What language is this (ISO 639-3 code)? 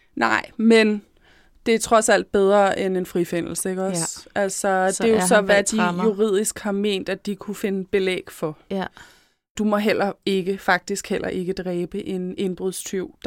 dan